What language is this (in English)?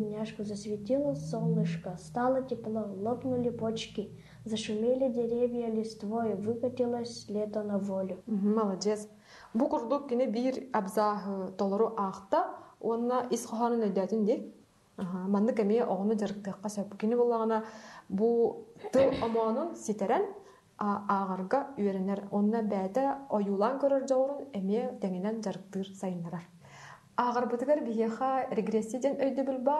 Yakut